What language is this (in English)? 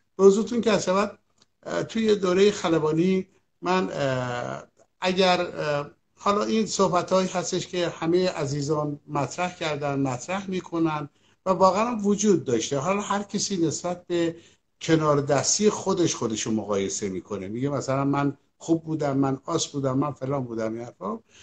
Persian